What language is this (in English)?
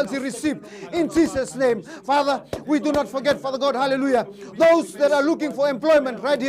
Fijian